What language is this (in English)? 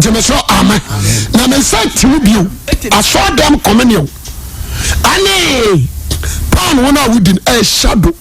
Akan